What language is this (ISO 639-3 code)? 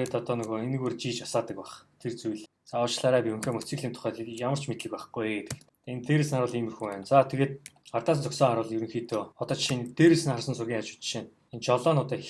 mon